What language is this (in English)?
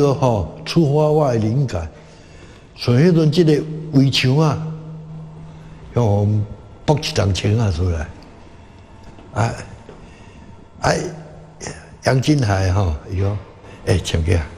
Min Nan Chinese